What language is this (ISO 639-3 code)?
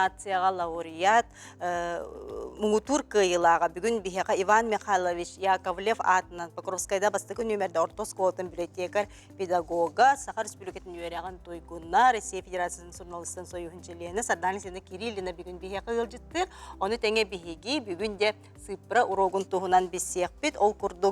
sah